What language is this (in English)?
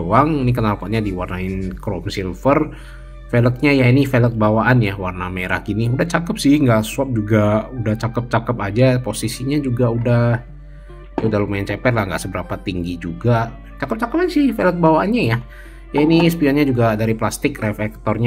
Indonesian